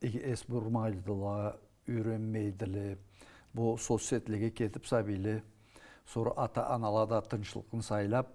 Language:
Karachay-Balkar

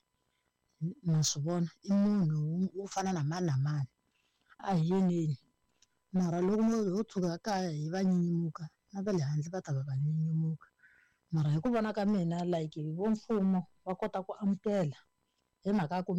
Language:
Tsonga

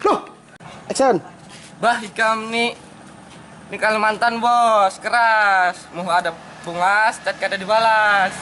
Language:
Banjar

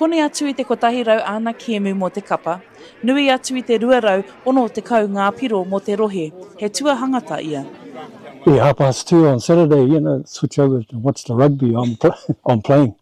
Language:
Māori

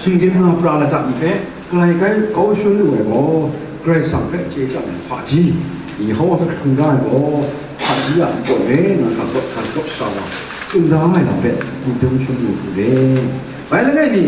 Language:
Kachin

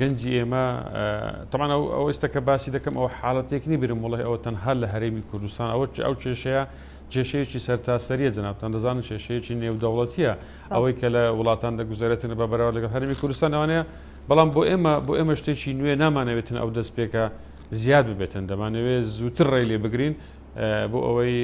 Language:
Central Kurdish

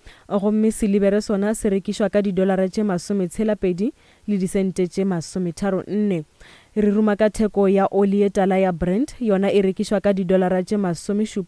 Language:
Northern Sotho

